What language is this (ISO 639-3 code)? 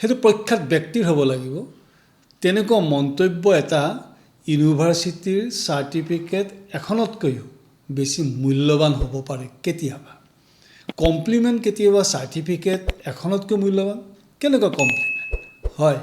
asm